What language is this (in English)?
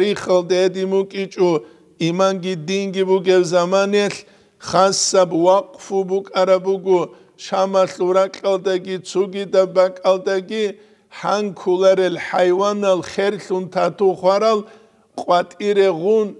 Avaric